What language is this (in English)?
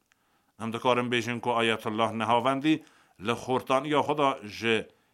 Kurdish